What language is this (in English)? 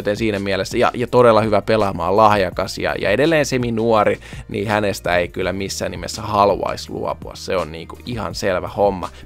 Finnish